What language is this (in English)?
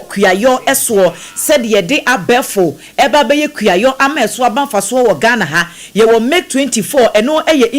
Akan